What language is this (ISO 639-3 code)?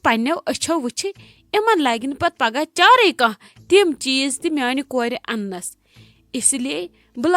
kas